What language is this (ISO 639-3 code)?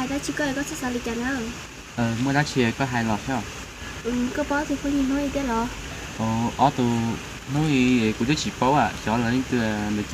hmn